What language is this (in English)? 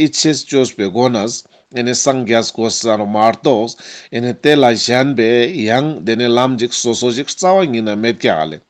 Ladakhi